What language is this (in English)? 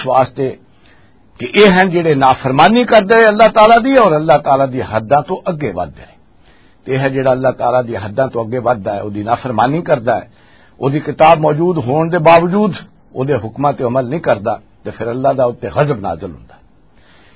Western Panjabi